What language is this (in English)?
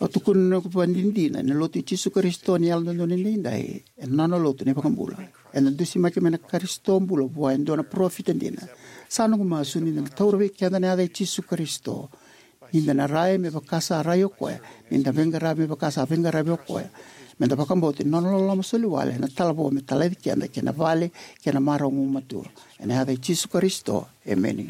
Fijian